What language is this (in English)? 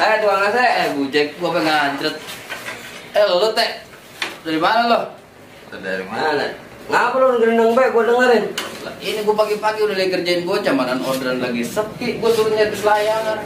Betawi